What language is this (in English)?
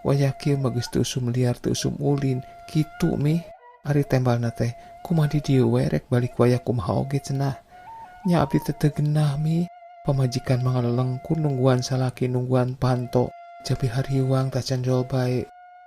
Sundanese